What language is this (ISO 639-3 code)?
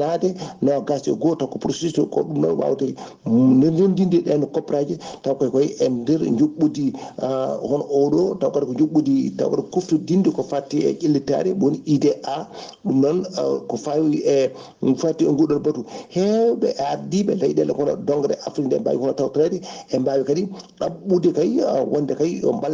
ful